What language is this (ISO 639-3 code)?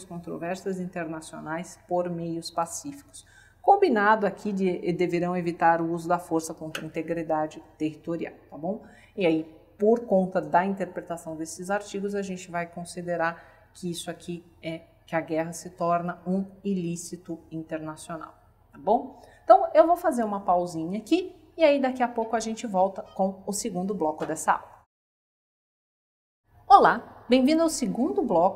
por